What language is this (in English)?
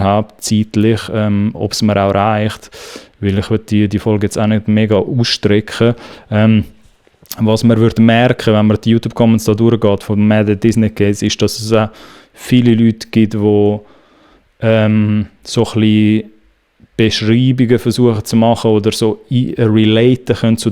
Swiss German